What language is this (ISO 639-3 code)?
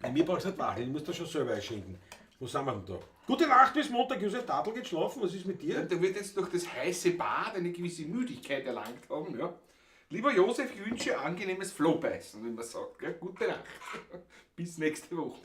bar